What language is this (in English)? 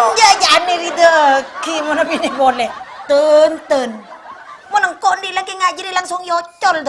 Madurese